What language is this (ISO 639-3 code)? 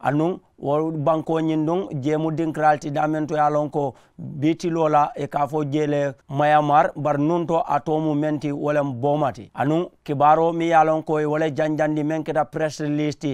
man